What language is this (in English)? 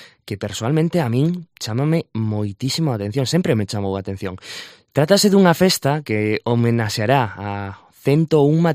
Galician